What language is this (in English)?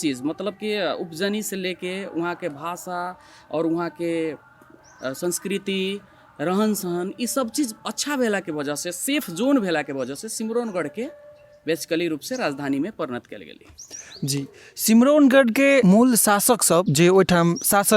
Maithili